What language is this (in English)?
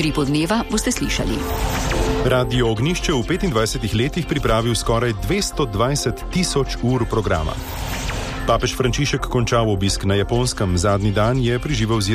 Slovenian